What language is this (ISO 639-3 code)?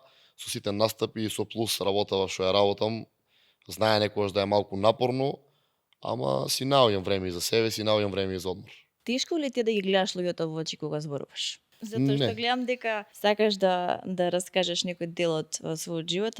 mkd